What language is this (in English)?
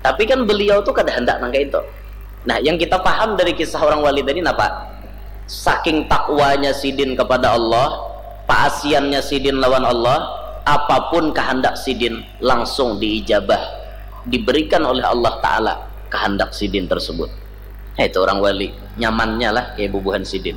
Banjar